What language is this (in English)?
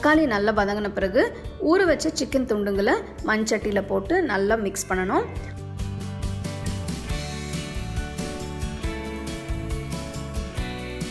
Tamil